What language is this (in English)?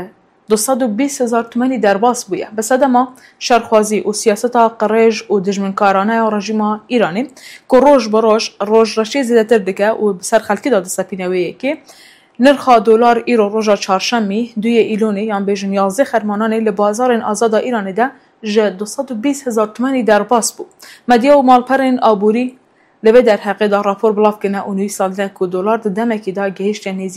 Kurdish